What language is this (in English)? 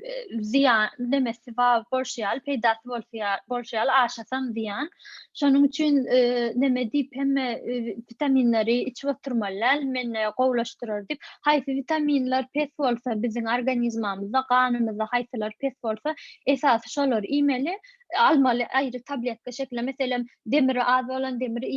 Turkmen